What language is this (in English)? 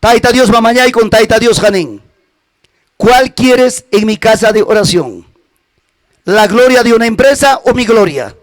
Ayacucho Quechua